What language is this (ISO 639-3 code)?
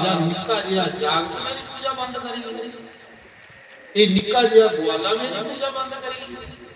doi